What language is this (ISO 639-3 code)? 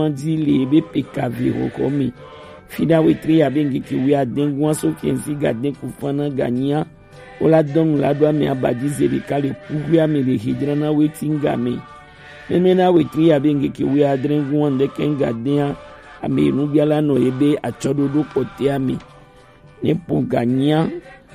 gej